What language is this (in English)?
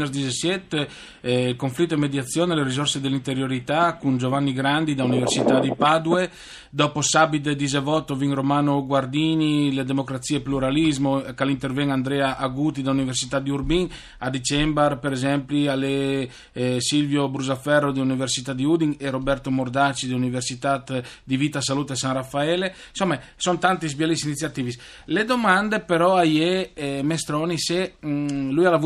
Friulian